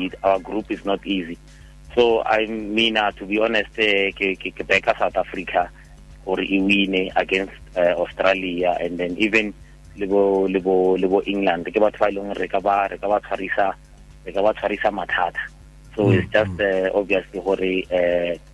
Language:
Tswana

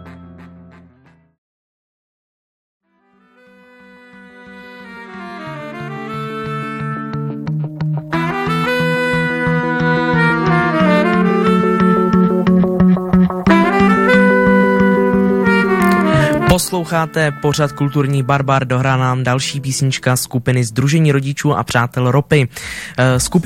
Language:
Czech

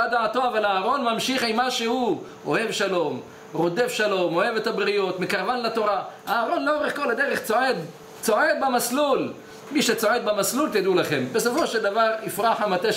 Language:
Hebrew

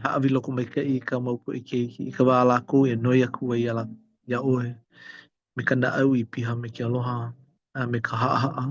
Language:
Hawaiian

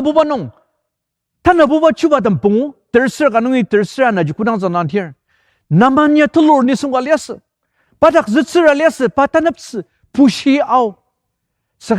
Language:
Ao Naga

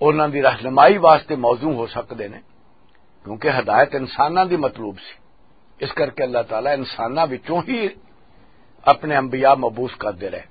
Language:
Western Panjabi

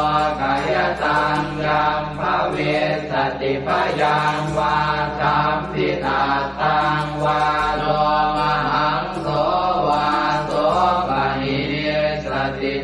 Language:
Pali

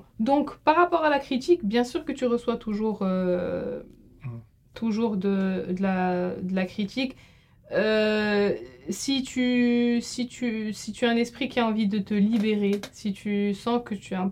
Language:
French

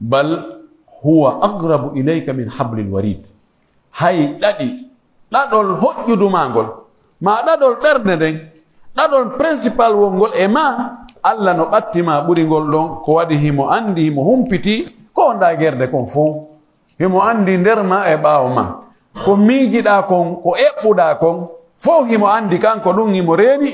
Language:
Pular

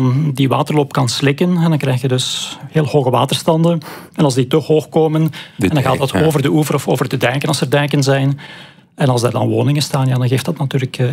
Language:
Dutch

